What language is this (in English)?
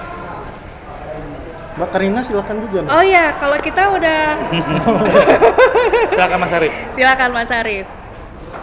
Indonesian